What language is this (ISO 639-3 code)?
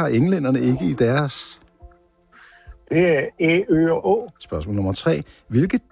dan